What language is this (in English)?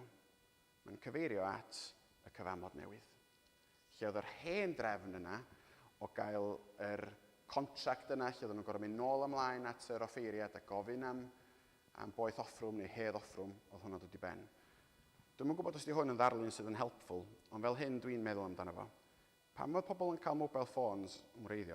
Welsh